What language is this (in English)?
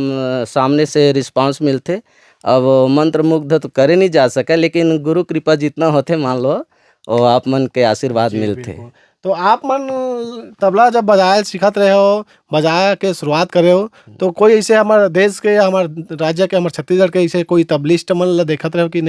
Chhattisgarhi